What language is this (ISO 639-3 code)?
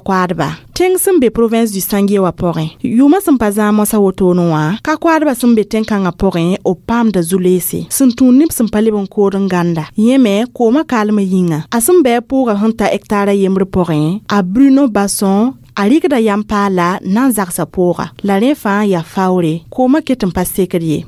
mos